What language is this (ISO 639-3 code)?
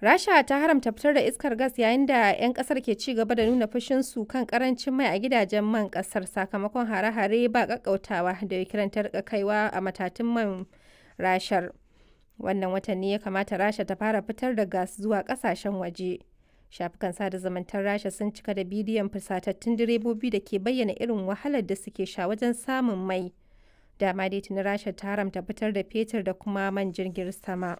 hau